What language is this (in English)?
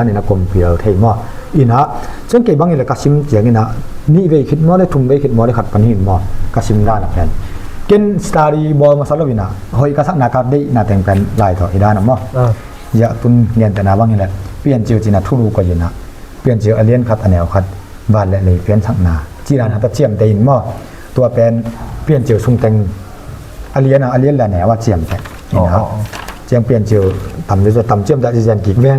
Tedim Chin